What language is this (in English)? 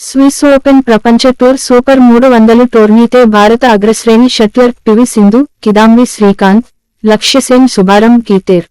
Gondi